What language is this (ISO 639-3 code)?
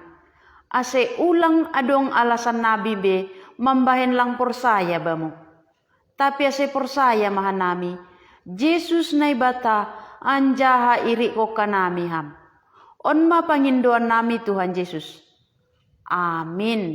bts